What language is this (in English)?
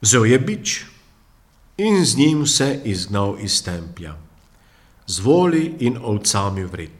Slovenian